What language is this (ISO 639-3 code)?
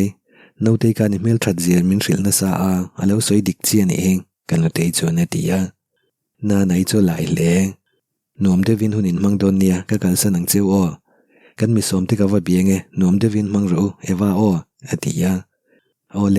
lus